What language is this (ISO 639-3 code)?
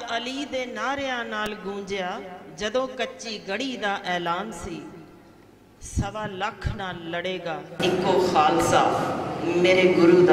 pan